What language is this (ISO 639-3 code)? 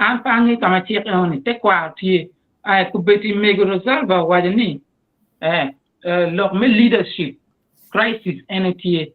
ach